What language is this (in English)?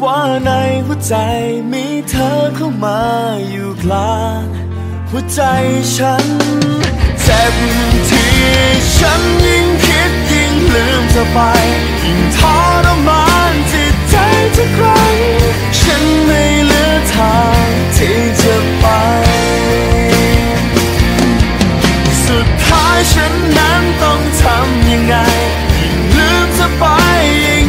Thai